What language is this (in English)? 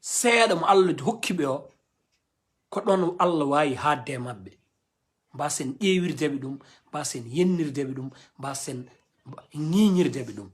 Fula